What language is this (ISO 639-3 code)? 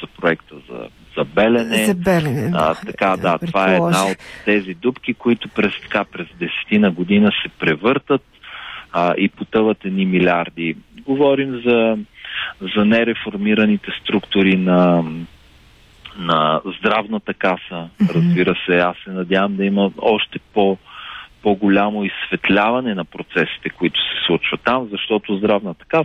bul